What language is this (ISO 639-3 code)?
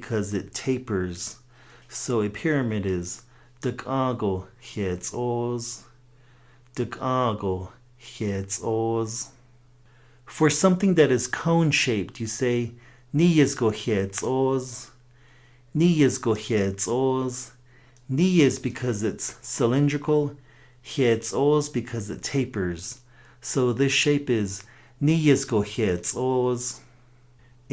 nav